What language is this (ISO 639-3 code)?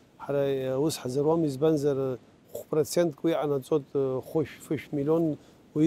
abk